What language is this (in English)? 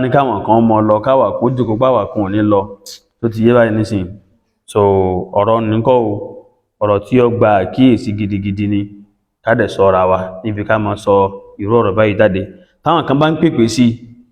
Yoruba